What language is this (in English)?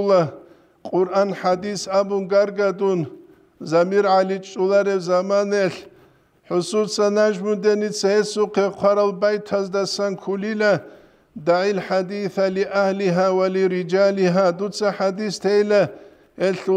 Avaric